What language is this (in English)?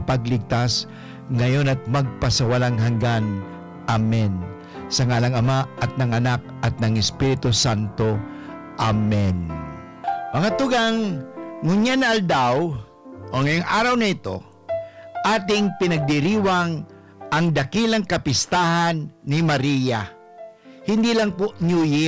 Bikol